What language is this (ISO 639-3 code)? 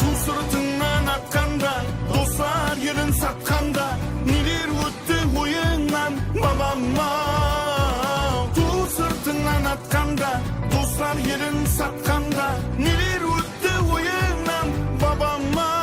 kaa